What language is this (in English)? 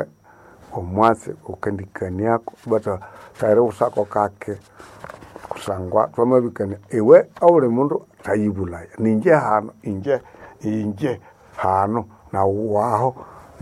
Nande